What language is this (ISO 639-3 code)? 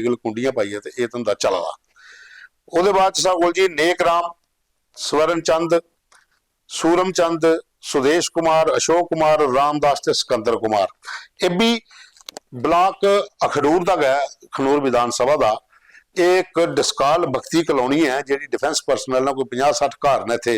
doi